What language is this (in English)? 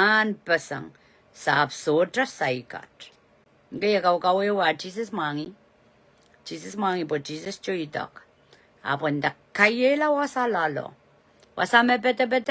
Pohnpeian